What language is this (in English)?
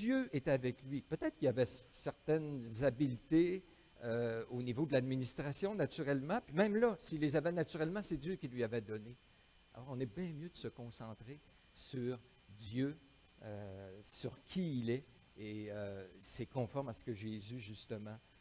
French